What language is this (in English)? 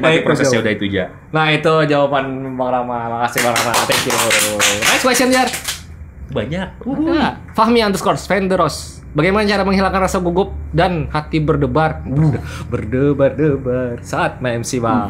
Banjar